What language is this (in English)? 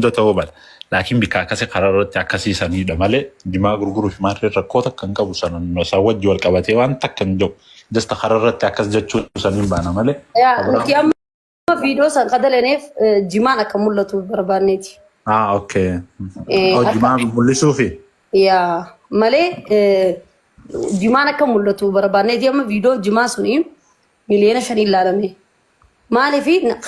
Oromo